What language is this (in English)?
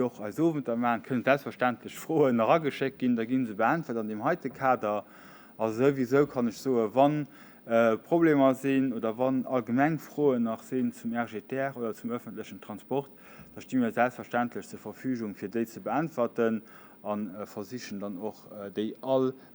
Luxembourgish